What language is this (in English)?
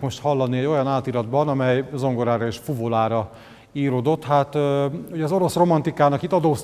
Hungarian